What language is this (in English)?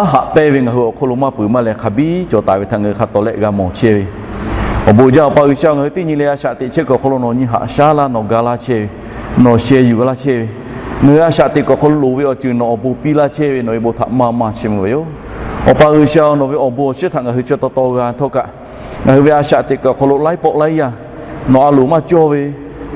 Lahu